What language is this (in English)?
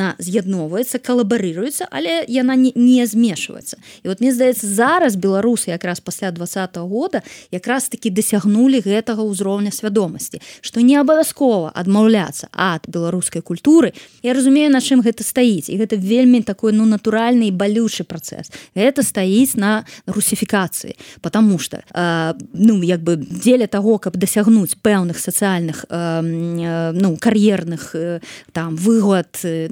Belarusian